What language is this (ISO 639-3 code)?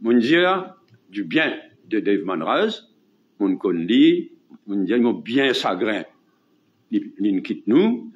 mfe